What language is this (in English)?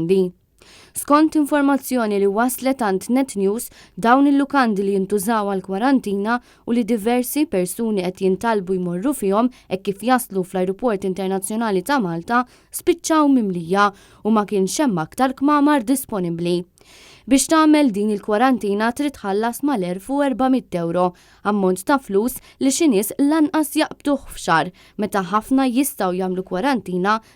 Maltese